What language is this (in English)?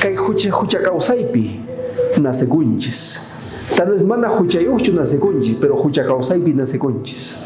South Bolivian Quechua